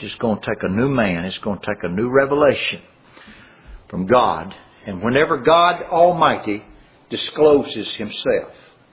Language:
English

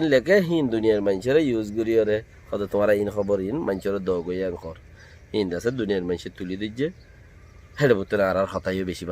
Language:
Rohingya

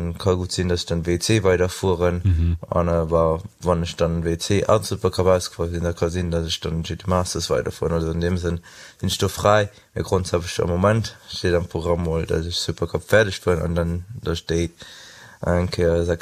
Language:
Luxembourgish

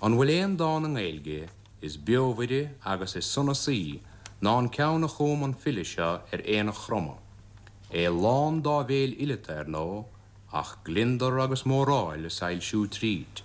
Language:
Irish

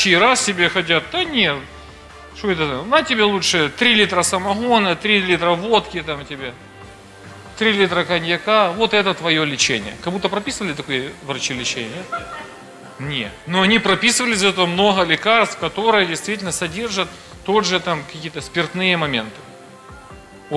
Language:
Russian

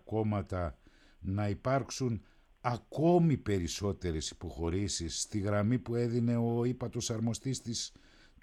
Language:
Greek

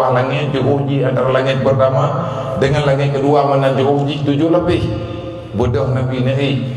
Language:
Achinese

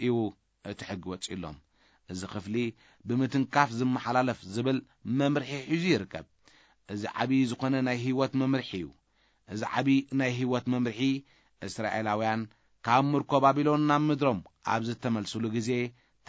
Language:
Tigrinya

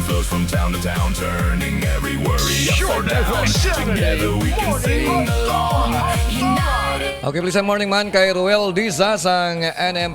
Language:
Hiligaynon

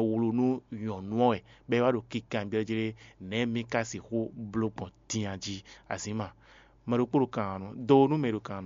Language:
Fon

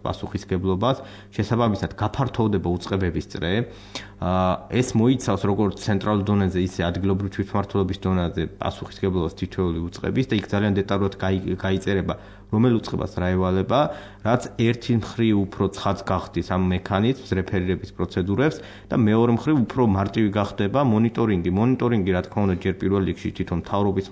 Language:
Georgian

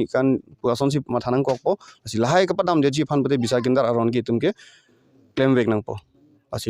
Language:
Karbi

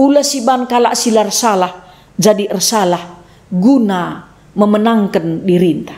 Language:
Batak Karo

